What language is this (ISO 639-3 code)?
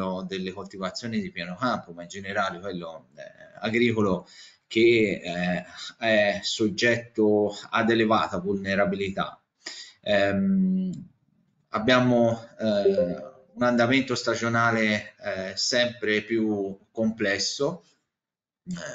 ita